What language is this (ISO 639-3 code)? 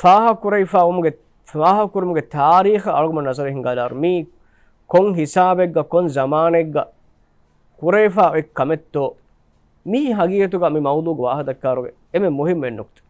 div